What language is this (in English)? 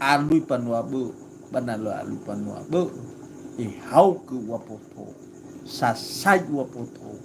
Nias